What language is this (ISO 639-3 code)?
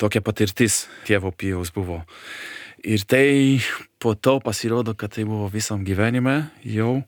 lit